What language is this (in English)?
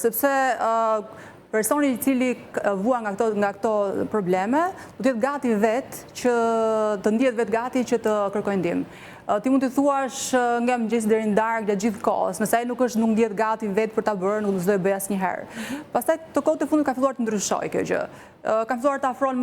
Albanian